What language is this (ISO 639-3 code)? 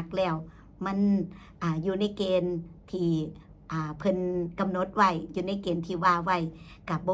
tts